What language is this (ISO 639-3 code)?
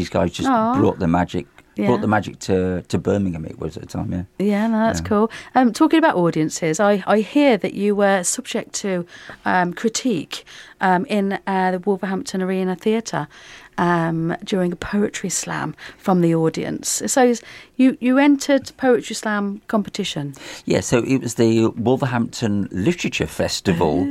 eng